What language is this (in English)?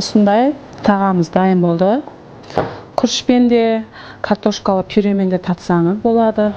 Kazakh